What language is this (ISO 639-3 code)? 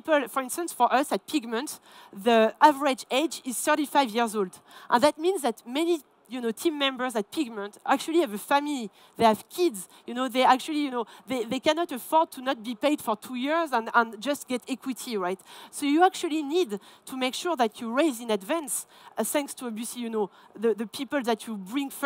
eng